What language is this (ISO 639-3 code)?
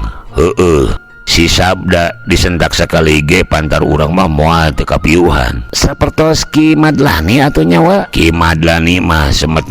sun